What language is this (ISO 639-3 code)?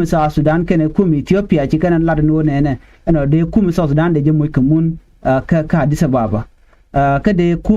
nus